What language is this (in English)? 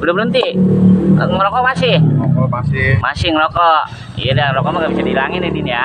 Betawi